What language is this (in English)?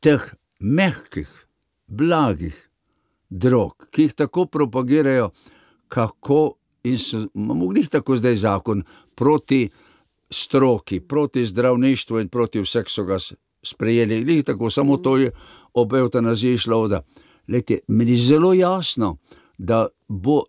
Slovenian